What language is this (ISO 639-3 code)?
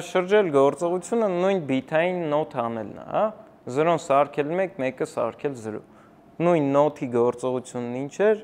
hye